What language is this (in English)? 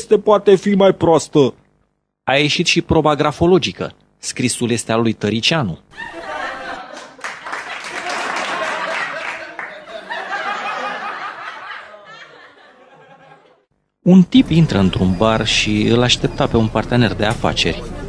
Romanian